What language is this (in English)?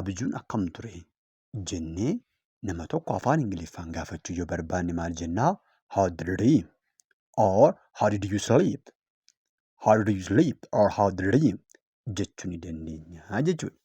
Oromo